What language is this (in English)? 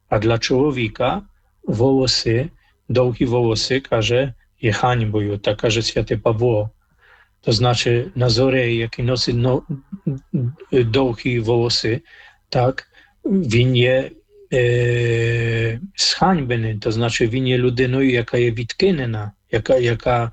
Ukrainian